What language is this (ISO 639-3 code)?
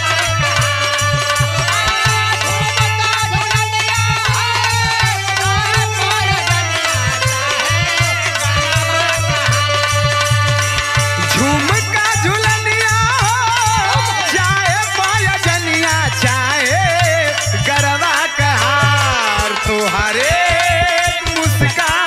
bho